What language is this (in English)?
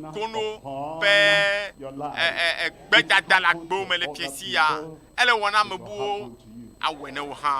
Ewe